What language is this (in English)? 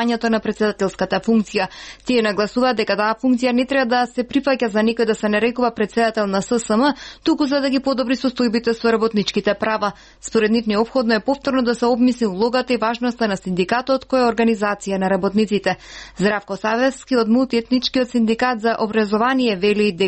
Macedonian